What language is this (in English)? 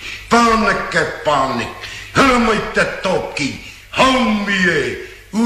Māori